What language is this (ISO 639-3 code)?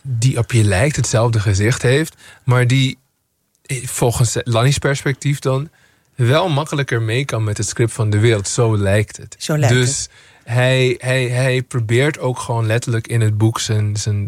nld